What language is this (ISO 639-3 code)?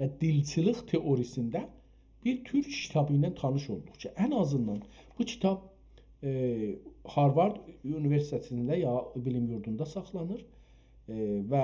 azb